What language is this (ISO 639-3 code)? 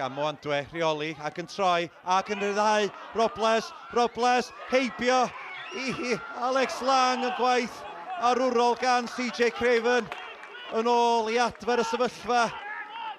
cym